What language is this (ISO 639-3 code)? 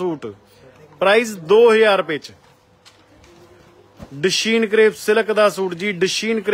pan